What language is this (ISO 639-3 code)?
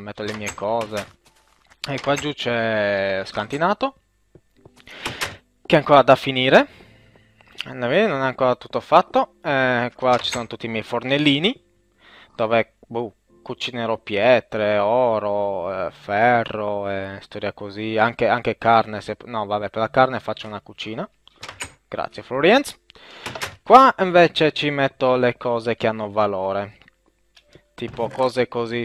ita